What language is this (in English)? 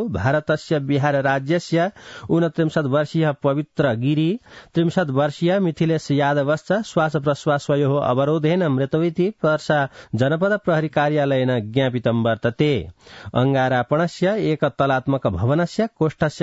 Sanskrit